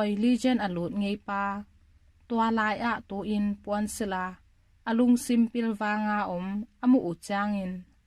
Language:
Tedim Chin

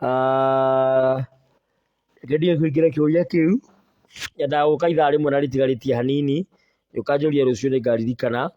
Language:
Kikuyu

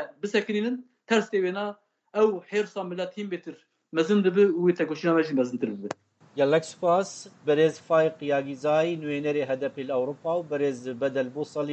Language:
Kurdish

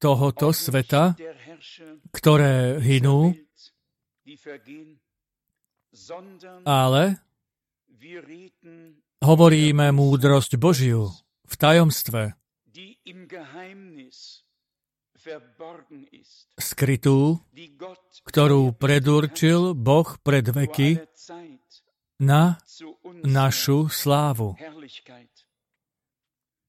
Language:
Slovak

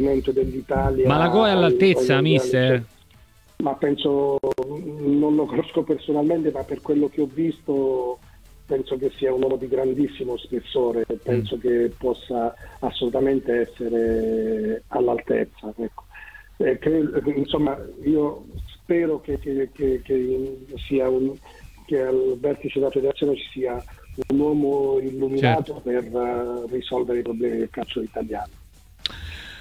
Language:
Italian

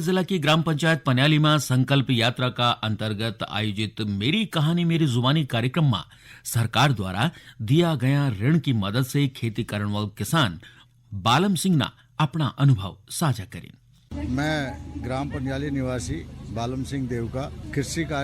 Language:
Garhwali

